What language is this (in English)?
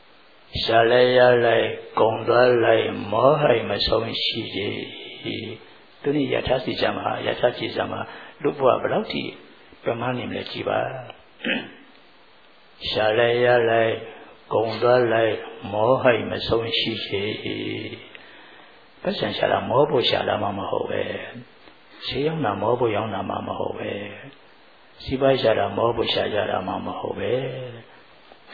Burmese